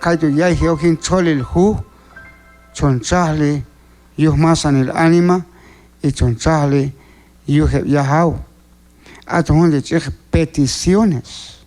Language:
Q'anjob'al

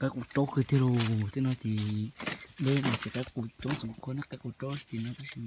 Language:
Hmong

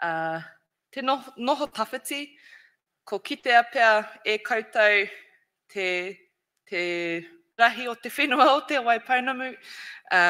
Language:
Māori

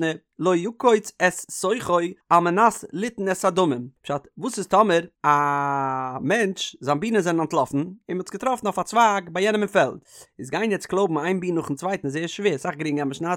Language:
Yiddish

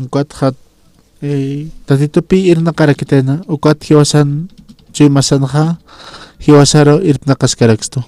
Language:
Aymara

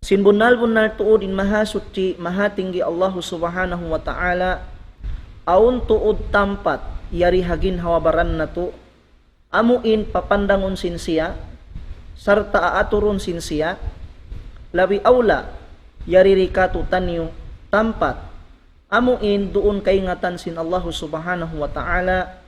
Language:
Tausug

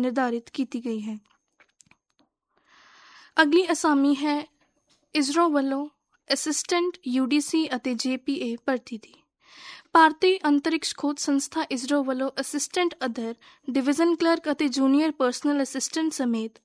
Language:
Punjabi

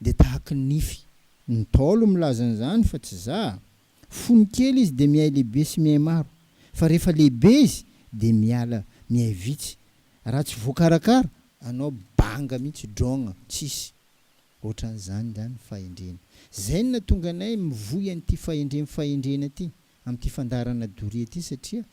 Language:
Malagasy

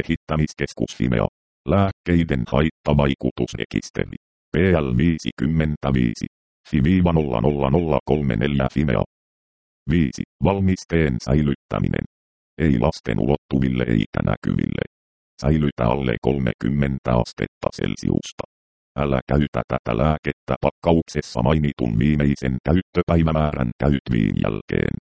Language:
Finnish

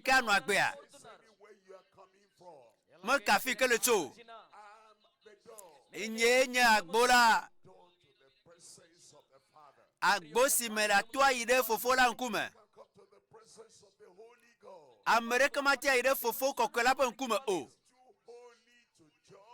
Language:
Ewe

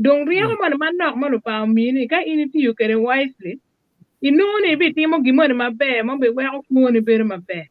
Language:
Acoli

